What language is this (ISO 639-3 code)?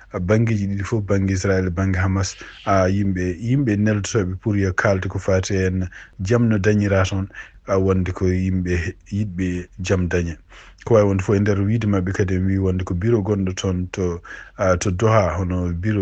ful